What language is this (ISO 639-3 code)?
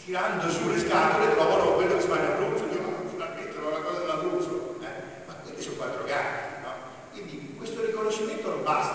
ita